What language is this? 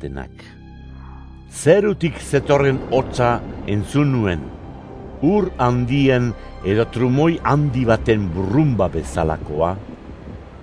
Basque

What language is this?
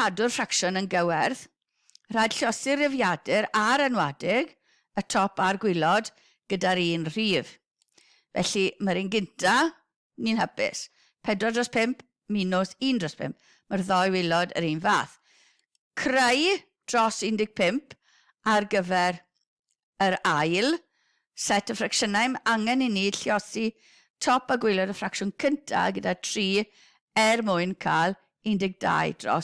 Welsh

